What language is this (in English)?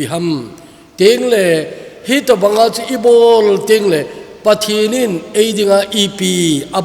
Thado Chin